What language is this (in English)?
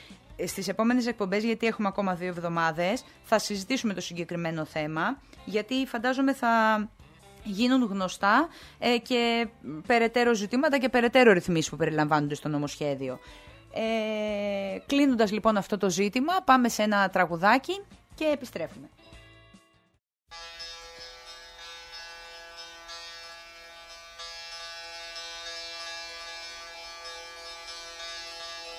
Greek